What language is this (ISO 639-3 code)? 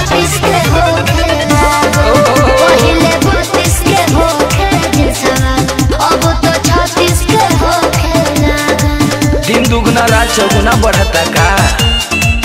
bho